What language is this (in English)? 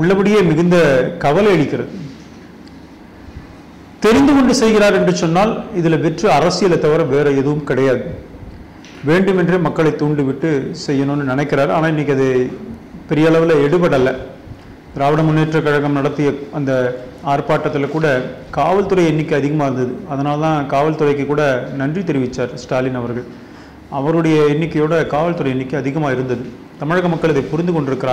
Tamil